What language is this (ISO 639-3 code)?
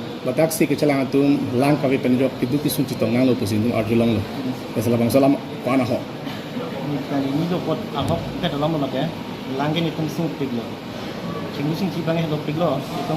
mjw